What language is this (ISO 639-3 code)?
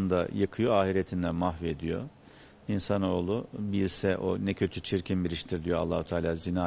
tur